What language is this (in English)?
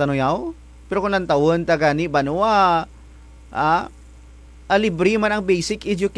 Kinaray-a